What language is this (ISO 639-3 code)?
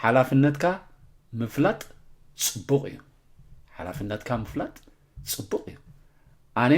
tir